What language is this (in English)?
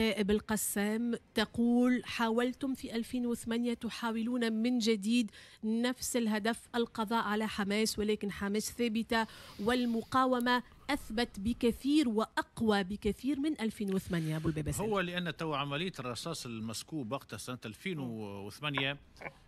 Tunisian Arabic